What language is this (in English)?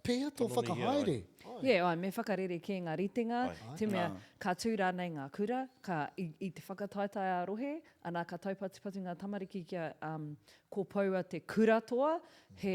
Māori